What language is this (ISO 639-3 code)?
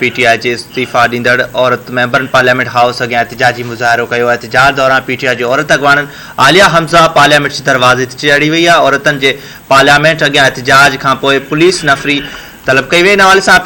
snd